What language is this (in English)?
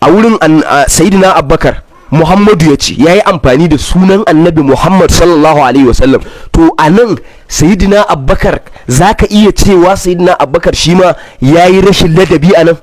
Hausa